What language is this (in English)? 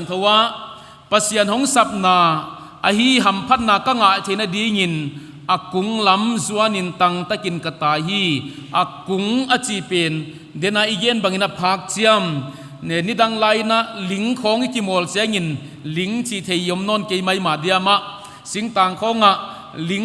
Paite Chin